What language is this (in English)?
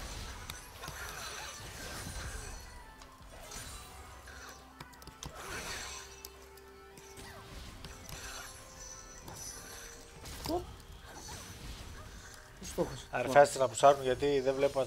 Greek